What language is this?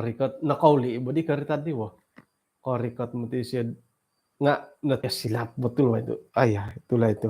Central Dusun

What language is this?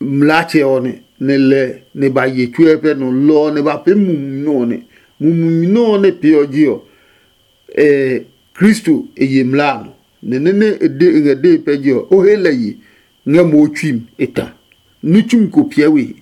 Adangme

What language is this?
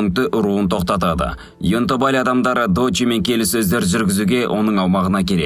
Kazakh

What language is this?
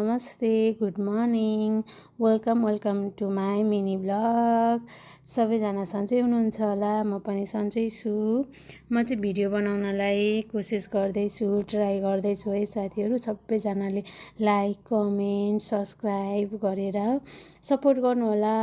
Nepali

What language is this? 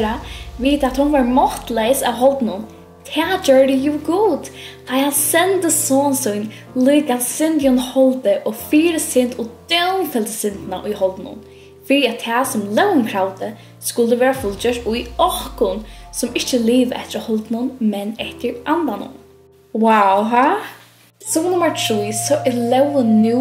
Faroese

